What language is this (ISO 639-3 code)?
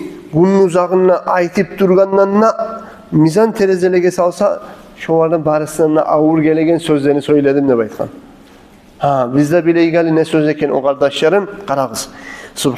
kum